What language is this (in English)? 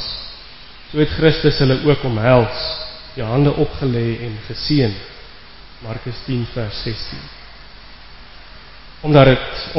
Afrikaans